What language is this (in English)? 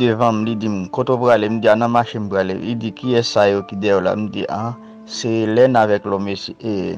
Haitian Creole